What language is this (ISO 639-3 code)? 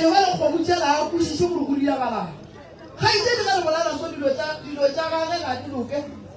nso